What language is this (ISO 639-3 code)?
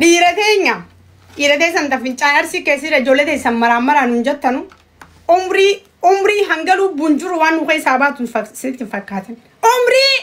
orm